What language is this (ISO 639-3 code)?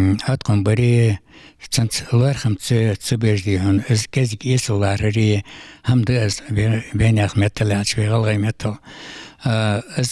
inh